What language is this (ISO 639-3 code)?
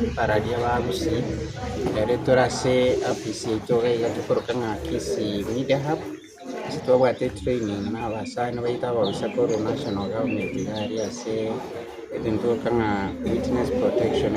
guz